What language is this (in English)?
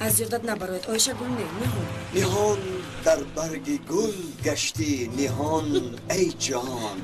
Tajik